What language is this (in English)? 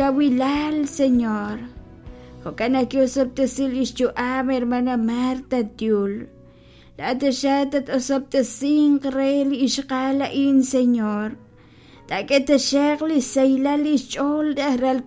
Kekchí